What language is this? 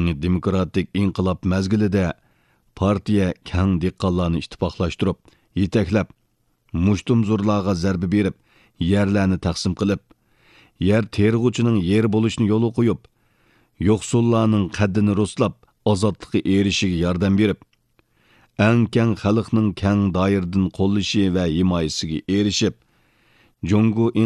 Uyghur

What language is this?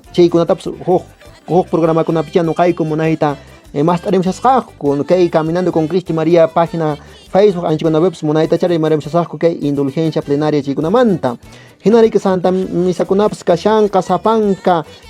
Quechua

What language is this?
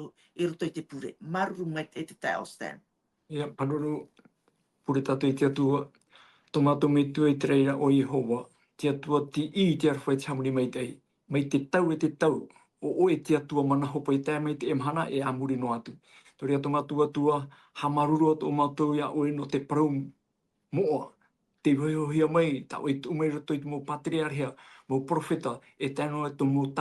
Tahitian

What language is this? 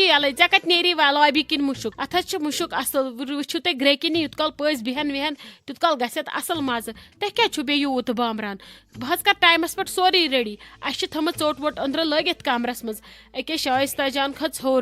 Kashmiri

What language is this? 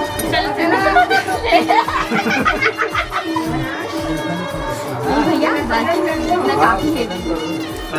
Chhattisgarhi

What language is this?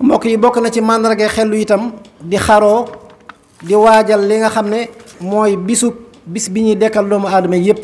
Wolof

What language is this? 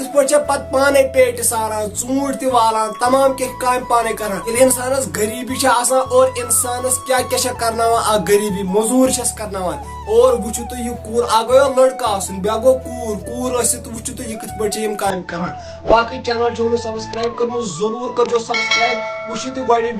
Kashmiri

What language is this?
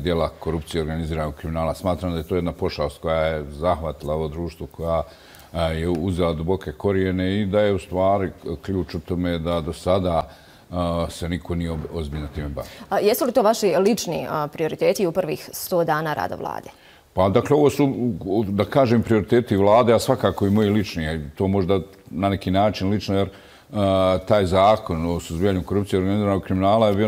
Bosnian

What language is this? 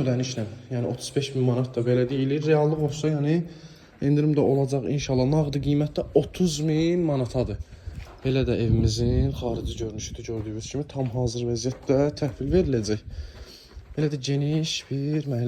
Azerbaijani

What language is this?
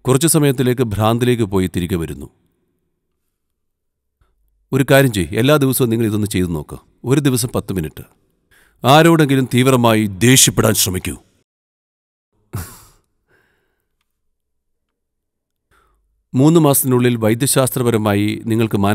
Malayalam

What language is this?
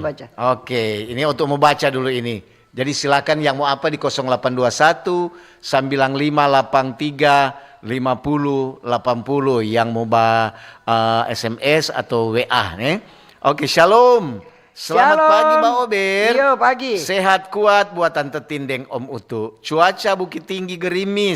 Manado Malay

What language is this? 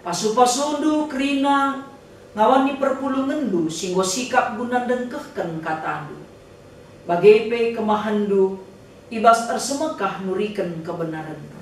Batak Karo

